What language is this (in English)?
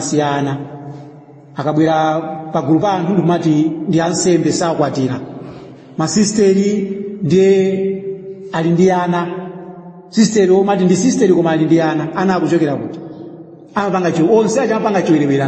Nyanja